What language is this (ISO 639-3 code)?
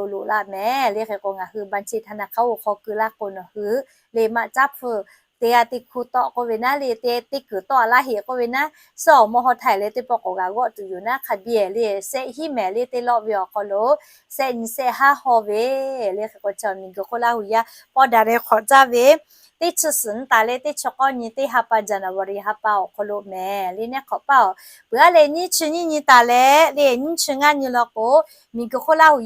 lhu